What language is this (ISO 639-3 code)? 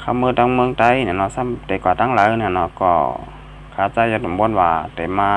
shn